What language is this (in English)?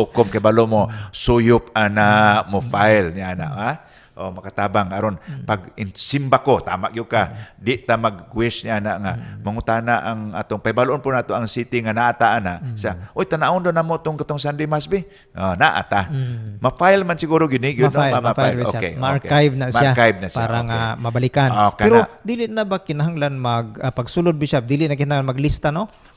Cebuano